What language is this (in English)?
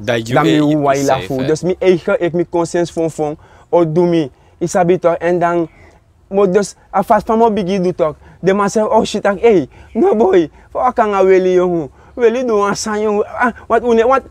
Sranan Tongo